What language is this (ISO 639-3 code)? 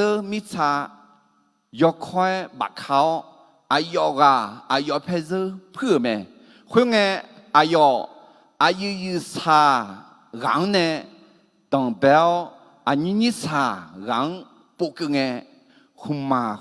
ahk